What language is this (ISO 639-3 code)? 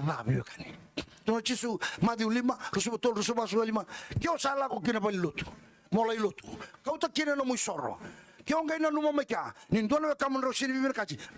fij